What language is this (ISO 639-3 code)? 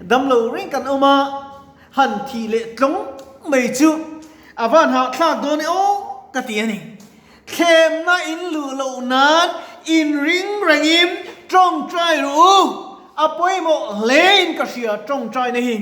lus